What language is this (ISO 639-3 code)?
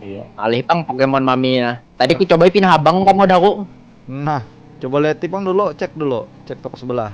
bjn